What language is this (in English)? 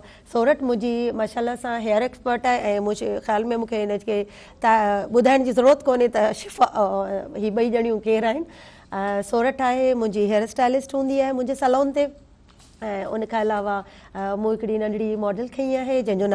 Sindhi